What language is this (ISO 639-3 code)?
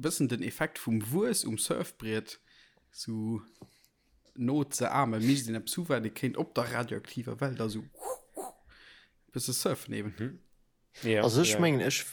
ltz